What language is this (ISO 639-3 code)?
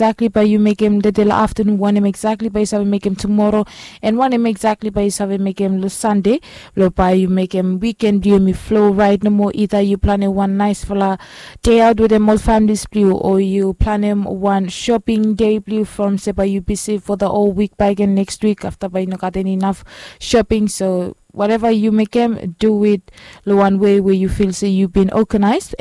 bis